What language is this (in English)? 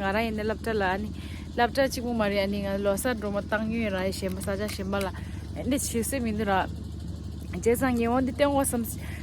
Tibetan